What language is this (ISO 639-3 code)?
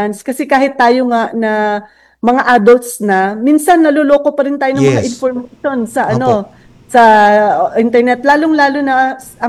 fil